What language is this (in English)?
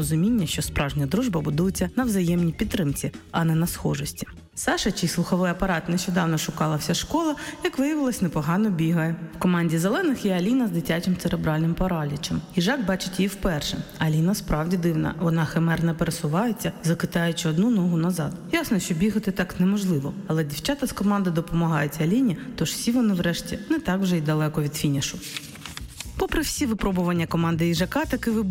Ukrainian